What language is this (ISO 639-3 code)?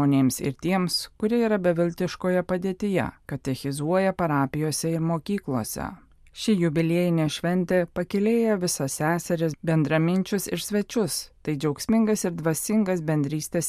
lit